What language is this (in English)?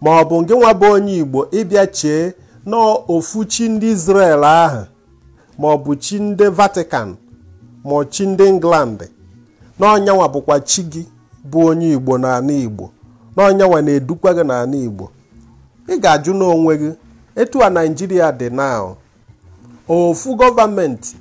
Igbo